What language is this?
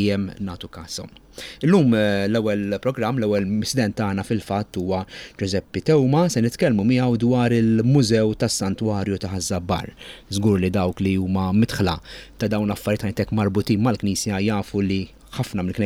Maltese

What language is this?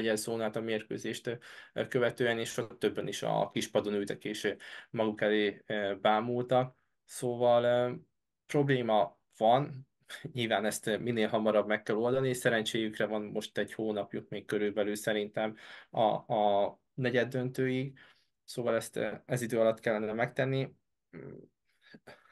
Hungarian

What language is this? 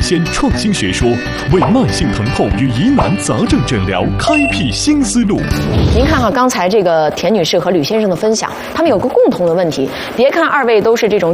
Chinese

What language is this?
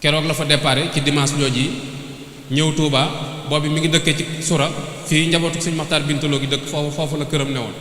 Wolof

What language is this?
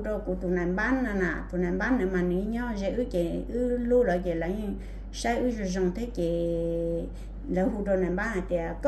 Hmong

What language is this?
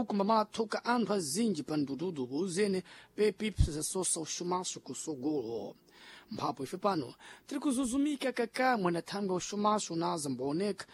Sena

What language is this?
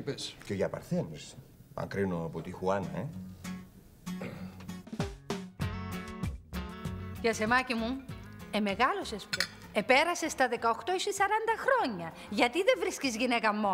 Greek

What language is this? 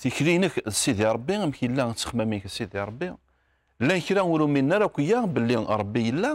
Kabyle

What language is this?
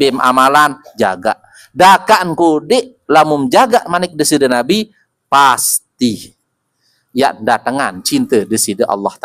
Sasak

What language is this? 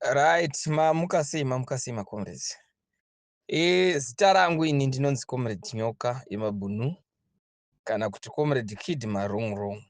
Shona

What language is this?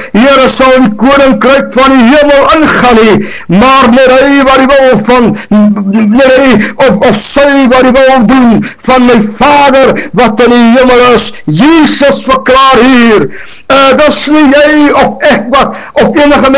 Afrikaans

